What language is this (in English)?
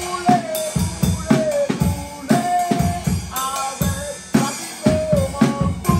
Réunion Creole French